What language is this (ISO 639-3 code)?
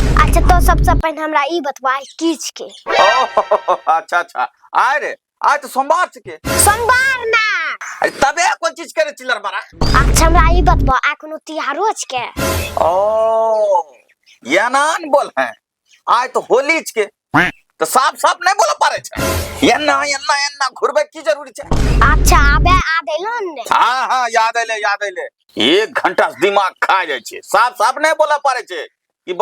anp